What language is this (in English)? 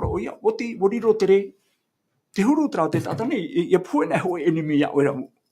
Tahitian